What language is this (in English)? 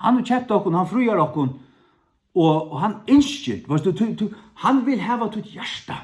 Faroese